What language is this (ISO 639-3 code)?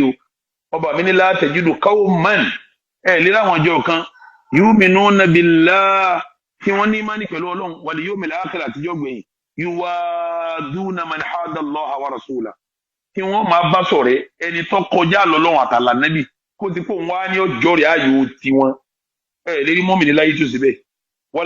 yor